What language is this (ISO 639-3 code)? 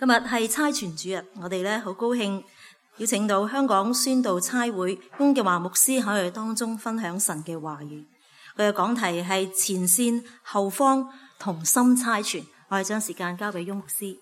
yue